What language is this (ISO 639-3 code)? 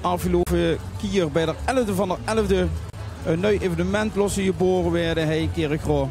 lim